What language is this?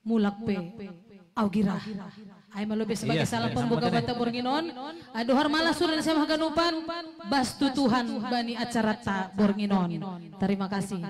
Batak Simalungun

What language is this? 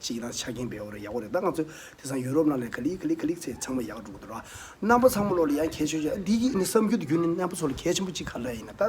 Tibetan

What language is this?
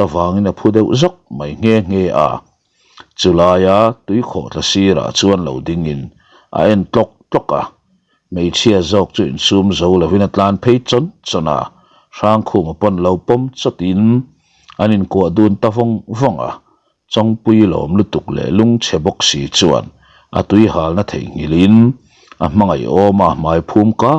Mizo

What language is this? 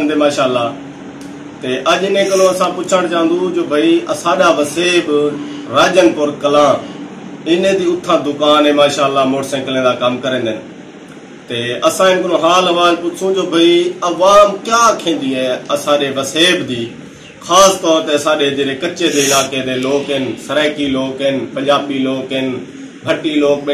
Saraiki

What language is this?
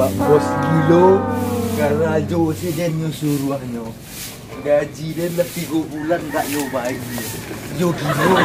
Minangkabau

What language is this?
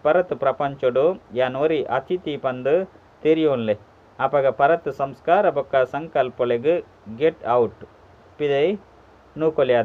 Tulu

